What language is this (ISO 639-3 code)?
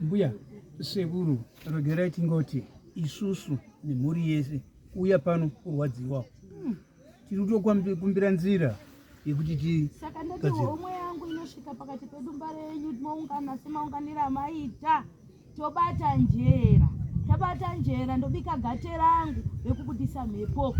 sna